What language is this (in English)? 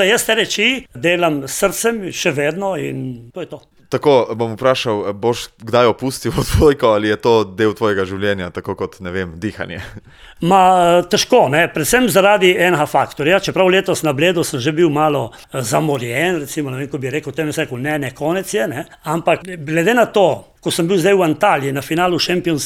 Slovenian